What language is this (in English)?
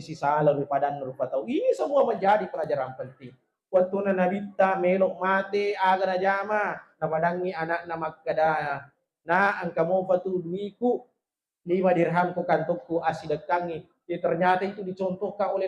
Buginese